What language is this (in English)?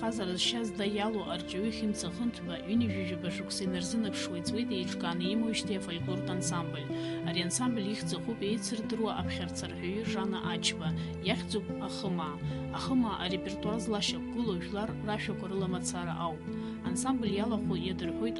Abkhazian